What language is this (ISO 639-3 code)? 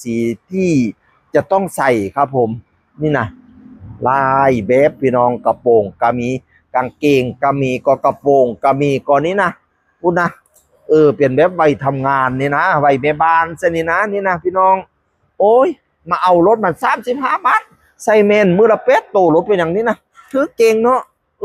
tts